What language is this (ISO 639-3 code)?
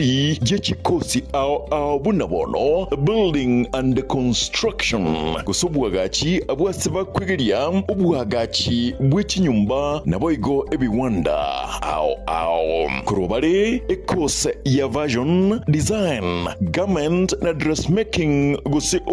guz